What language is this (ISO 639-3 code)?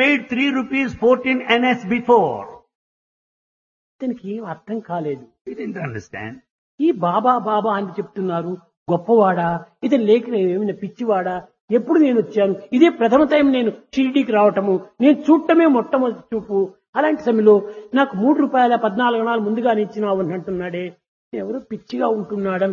tel